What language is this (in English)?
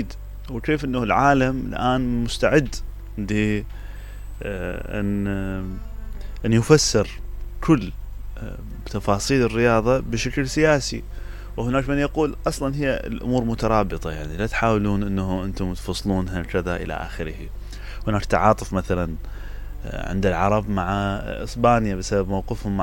Mesopotamian Arabic